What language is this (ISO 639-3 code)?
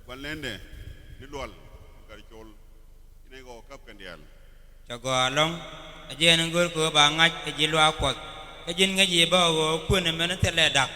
nus